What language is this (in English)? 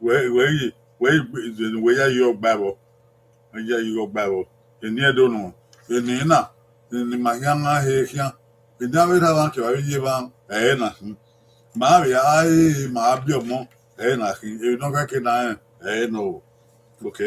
Bini